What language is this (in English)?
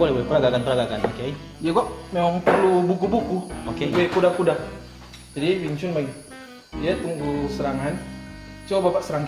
Manado Malay